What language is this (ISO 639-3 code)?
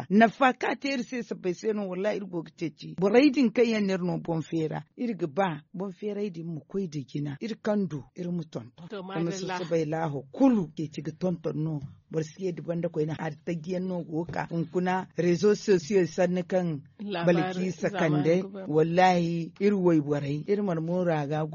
dje